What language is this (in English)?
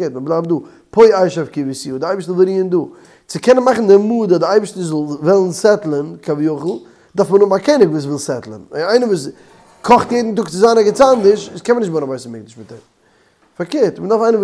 Yiddish